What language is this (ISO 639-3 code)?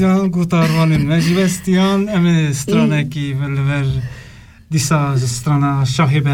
kur